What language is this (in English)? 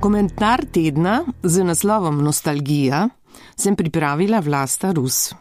Slovenian